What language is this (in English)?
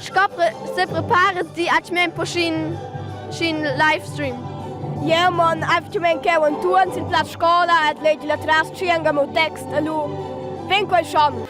Romansh